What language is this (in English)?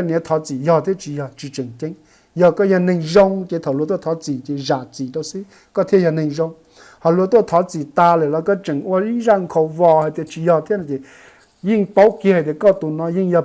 Hmong